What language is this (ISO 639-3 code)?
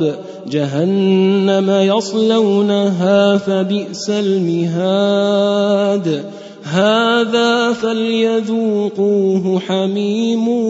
ara